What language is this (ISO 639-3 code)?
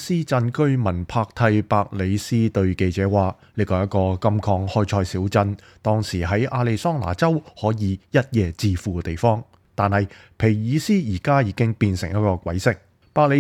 yue